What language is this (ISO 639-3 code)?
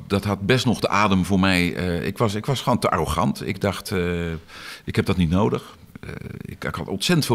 nld